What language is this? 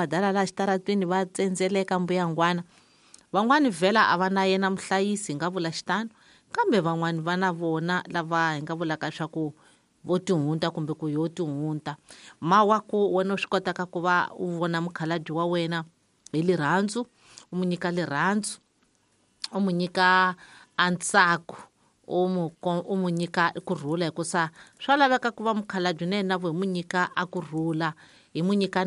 Tsonga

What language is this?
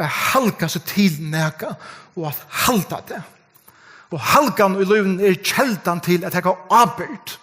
Faroese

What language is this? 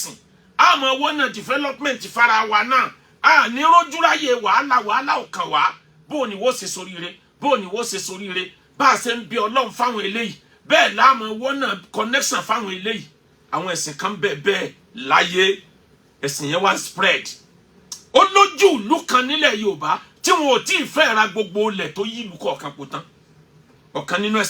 Yoruba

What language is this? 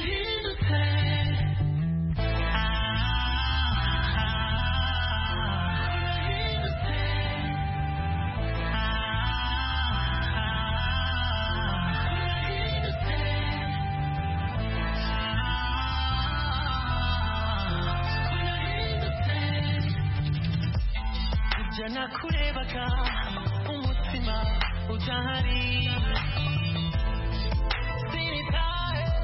Kinyarwanda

